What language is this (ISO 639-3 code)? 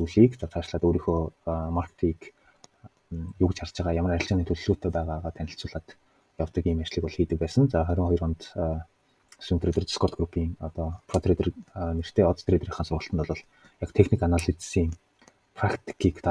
mon